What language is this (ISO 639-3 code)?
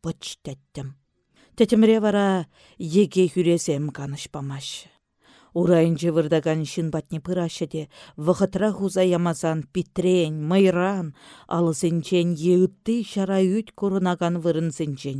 chv